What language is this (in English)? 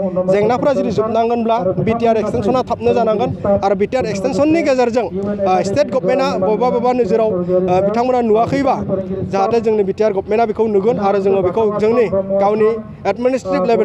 Bodo